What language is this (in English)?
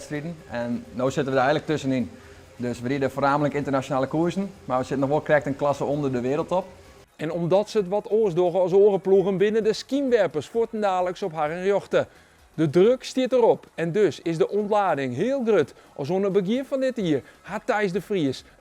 Western Frisian